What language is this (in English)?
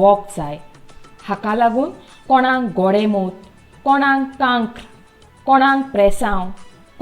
Konkani